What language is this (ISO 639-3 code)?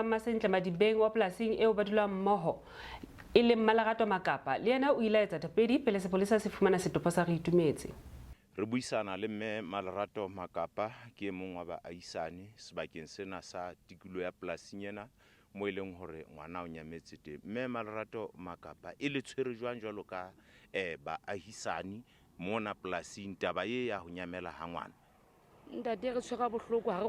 sot